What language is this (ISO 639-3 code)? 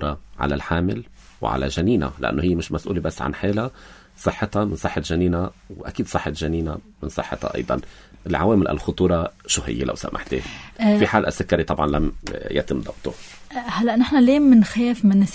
apc